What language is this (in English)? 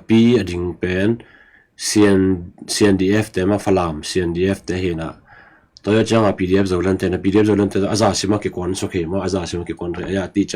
Tedim Chin